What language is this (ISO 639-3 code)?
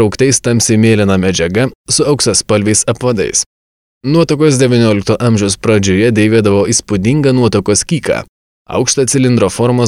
lit